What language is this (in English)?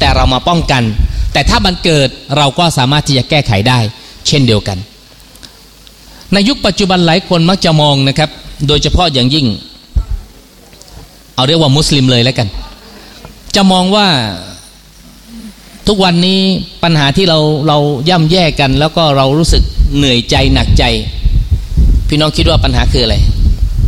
Thai